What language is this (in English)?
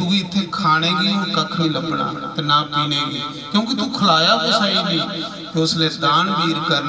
Dogri